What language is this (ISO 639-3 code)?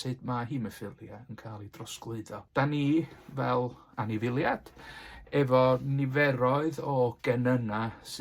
cym